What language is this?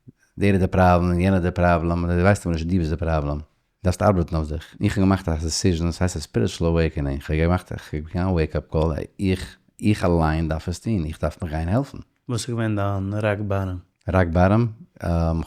Yiddish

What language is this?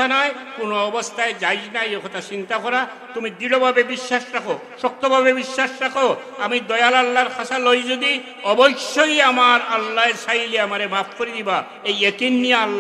Sylheti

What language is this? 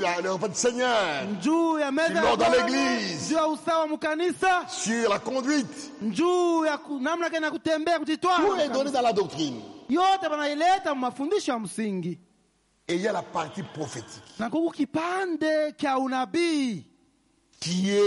Swahili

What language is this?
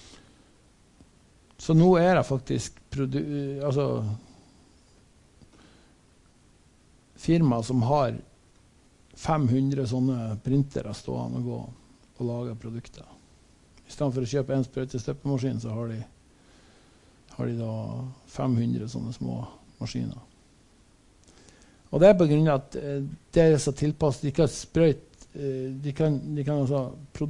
Norwegian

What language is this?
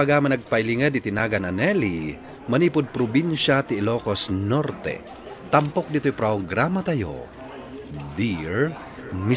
Iloko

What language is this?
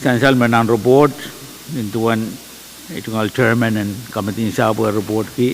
Pohnpeian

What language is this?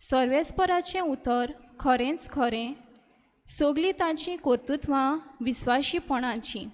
Konkani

